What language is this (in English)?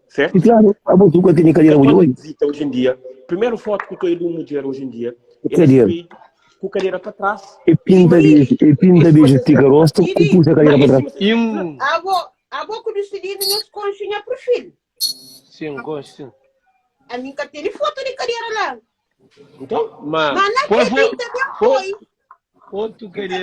Kabuverdianu